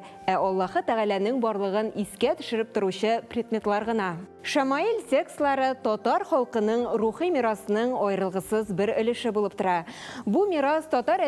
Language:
Tatar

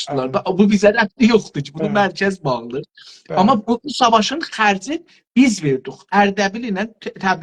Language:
South Azerbaijani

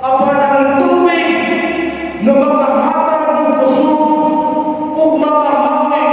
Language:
Cebuano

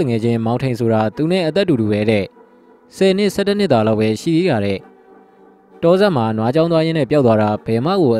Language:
Burmese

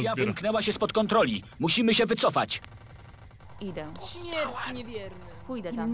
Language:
Polish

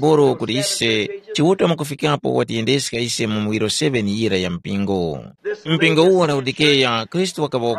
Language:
Tumbuka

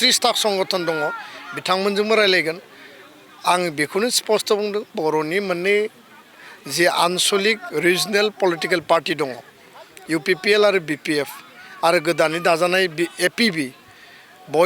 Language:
Bodo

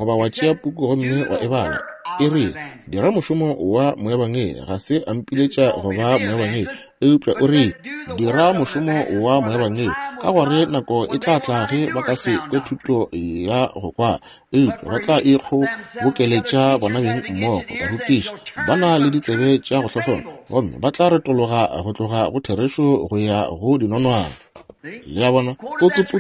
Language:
Northern Sotho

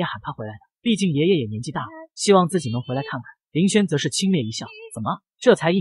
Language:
Chinese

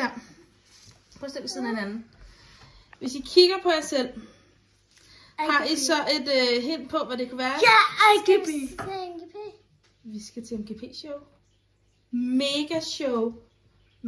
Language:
Danish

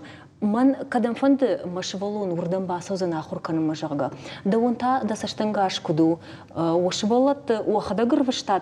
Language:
Ossetic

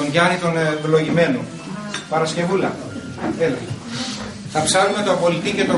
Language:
Greek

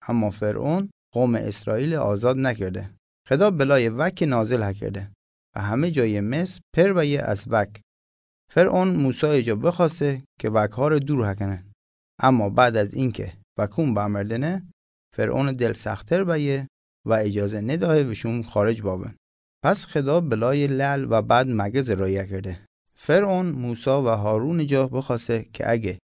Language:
Mazanderani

